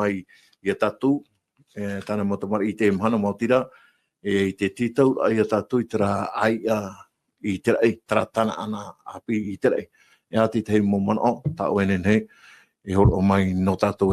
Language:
Tahitian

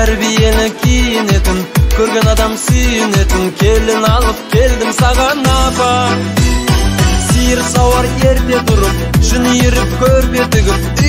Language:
Kazakh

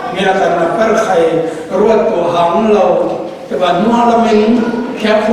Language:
Falam Chin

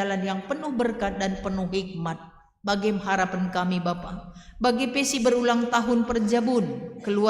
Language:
Batak Karo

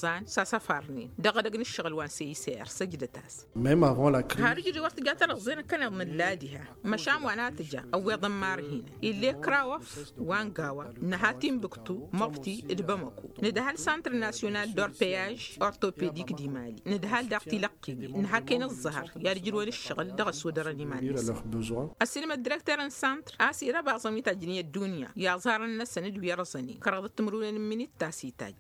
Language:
Tamasheq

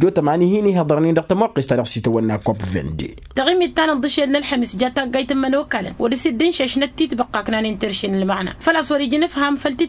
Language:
Tamasheq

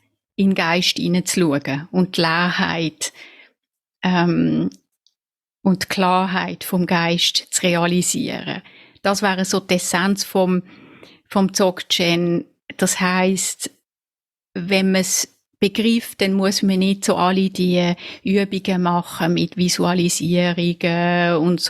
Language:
Swiss German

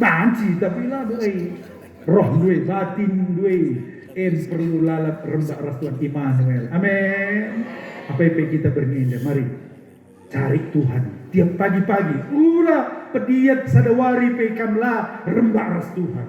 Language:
Batak Karo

